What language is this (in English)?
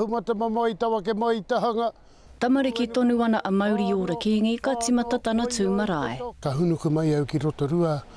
Māori